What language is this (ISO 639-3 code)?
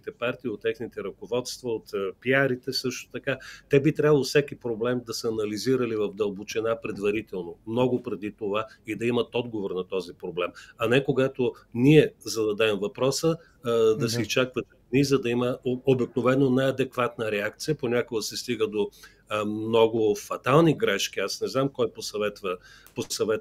bul